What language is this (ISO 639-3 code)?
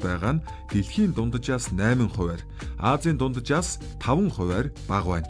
mon